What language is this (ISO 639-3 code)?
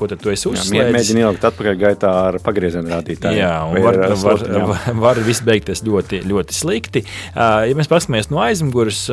lav